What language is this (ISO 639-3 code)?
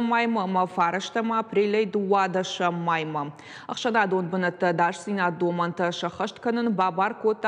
oss